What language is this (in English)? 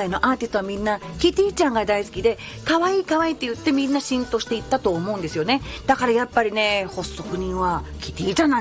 Japanese